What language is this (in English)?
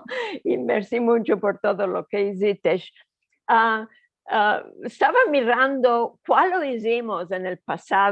Ladino